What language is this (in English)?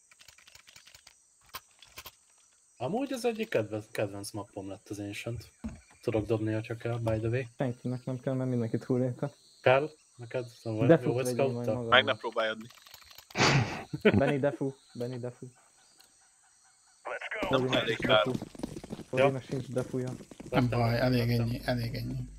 Hungarian